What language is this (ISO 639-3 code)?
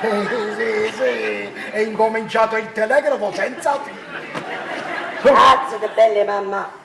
nap